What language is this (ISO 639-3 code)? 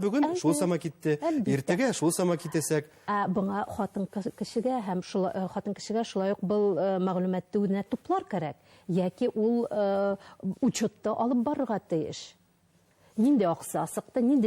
bak